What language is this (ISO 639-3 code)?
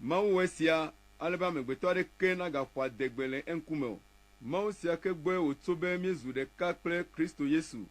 ewe